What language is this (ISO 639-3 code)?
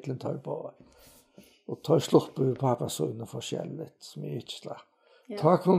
fao